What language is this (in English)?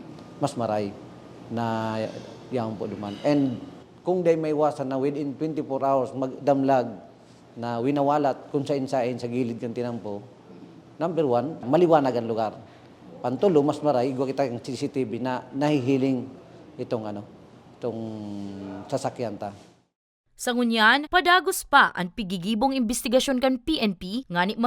Bikol